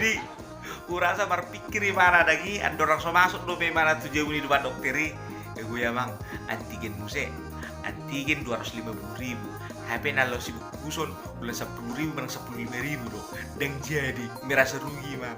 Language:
Batak Toba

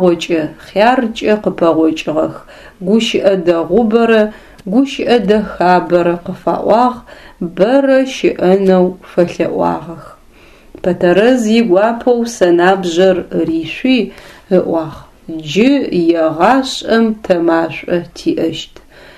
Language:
Adyghe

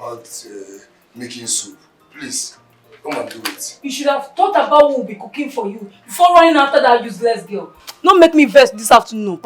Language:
Nigerian Pidgin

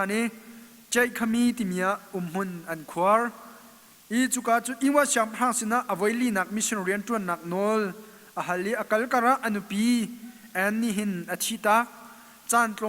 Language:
Hakha Chin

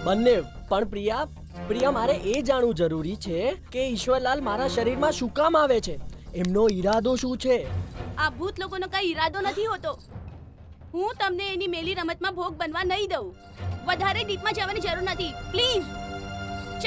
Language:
Gujarati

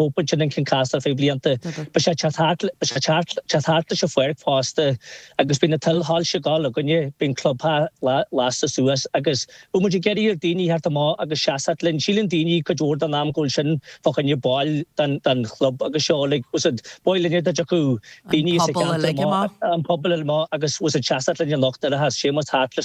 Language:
Irish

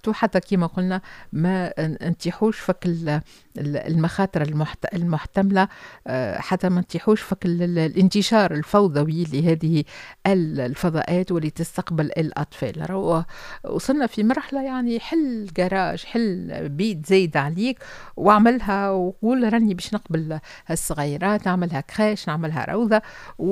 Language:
Tunisian Arabic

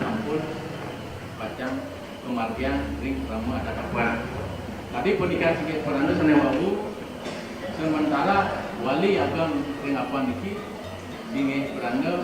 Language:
Balinese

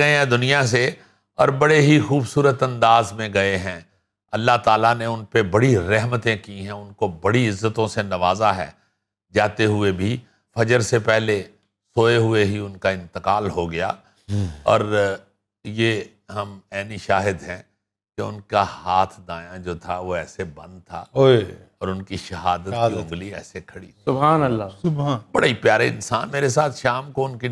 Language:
Urdu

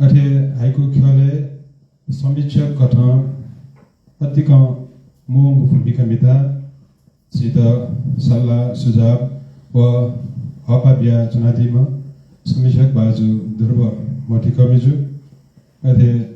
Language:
Newari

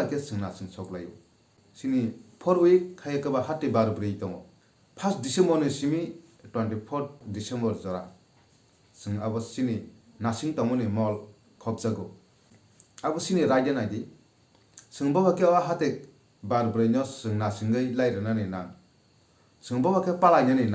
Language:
Kok Borok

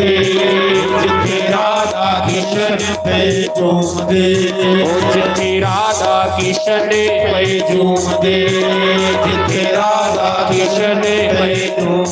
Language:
Dogri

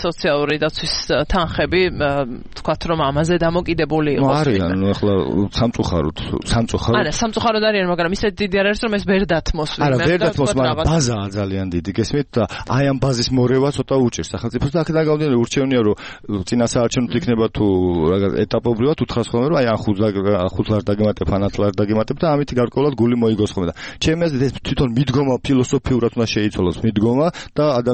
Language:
Georgian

